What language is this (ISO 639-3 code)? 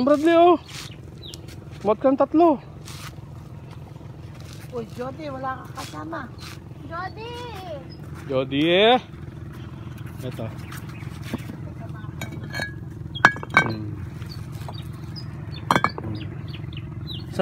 fil